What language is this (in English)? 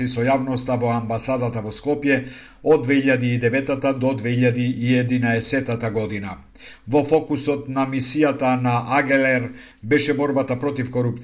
Macedonian